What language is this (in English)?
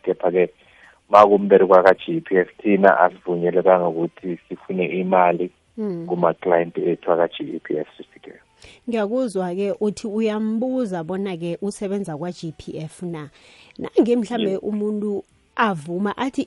South Ndebele